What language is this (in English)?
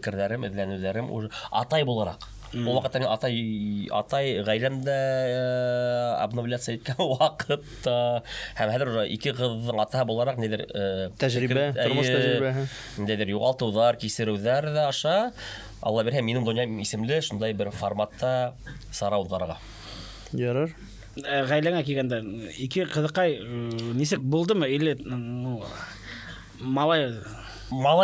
Bashkir